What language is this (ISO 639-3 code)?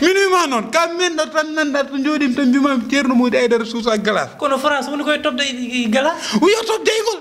ful